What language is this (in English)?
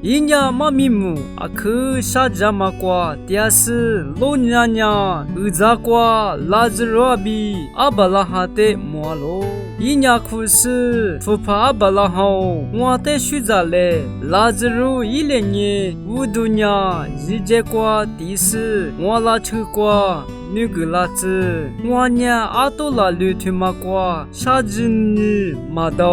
Lisu